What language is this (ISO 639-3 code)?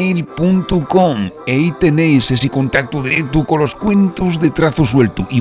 ast